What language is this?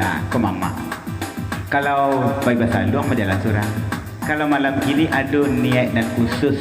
Minangkabau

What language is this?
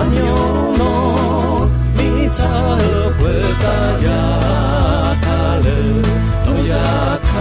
Akha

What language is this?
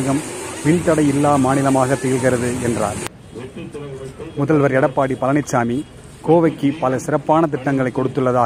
Tamil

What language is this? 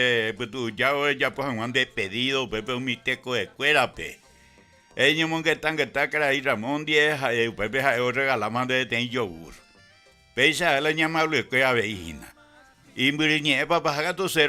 Guarani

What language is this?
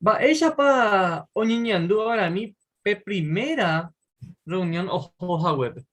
Guarani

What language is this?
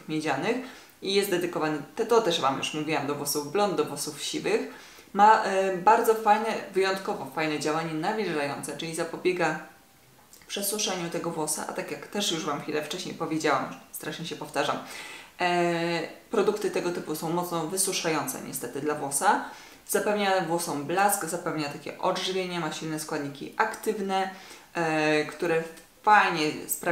Polish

